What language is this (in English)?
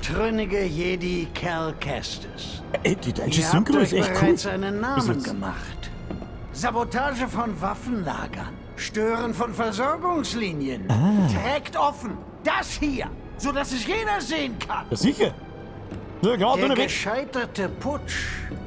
Bavarian